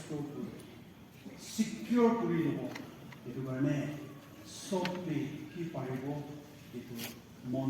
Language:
Naga Pidgin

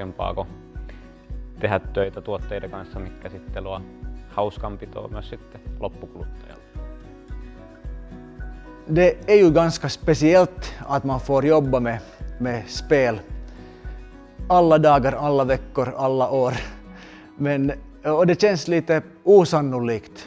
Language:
Finnish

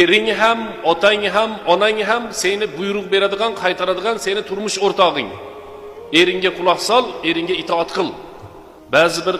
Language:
Uzbek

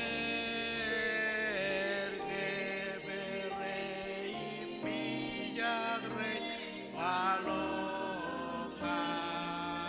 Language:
Marshallese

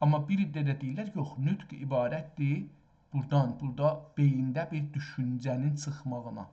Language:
South Azerbaijani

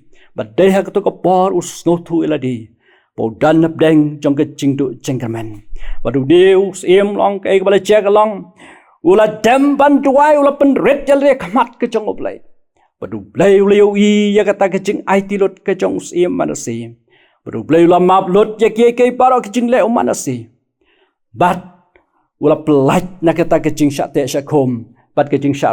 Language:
Khasi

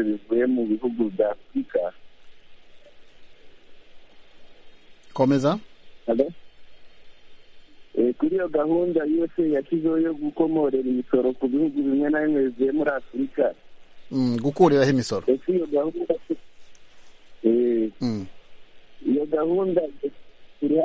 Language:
Kinyarwanda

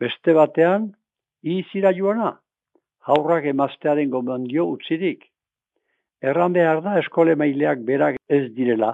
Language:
Basque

